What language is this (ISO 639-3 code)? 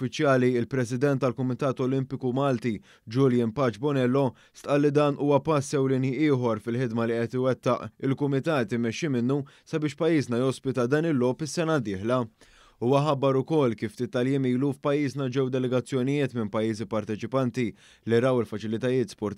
mlt